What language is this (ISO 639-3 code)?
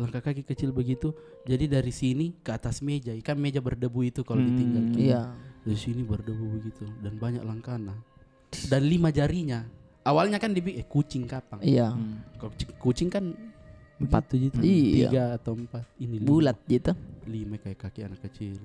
mfp